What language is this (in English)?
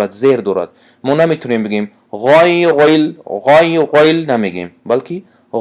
Tajik